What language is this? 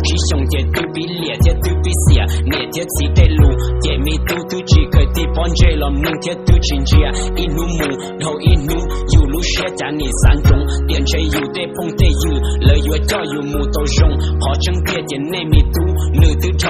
Hmong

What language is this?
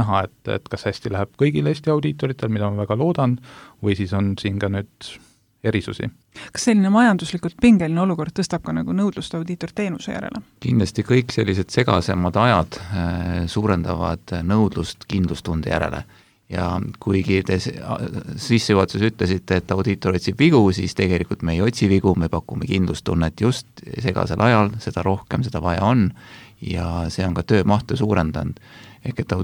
Estonian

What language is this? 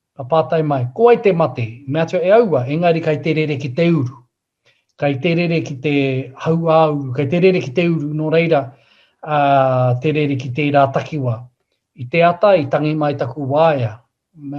Māori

